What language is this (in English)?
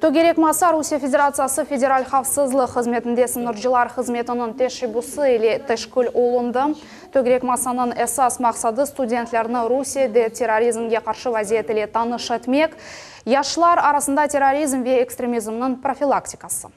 Crimean Tatar